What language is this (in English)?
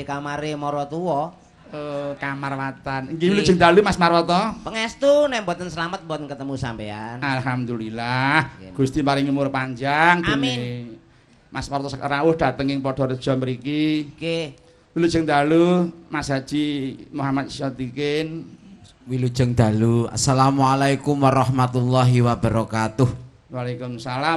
Javanese